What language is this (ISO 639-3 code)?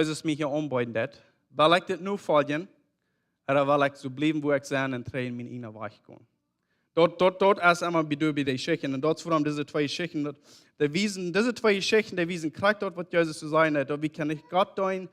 pdt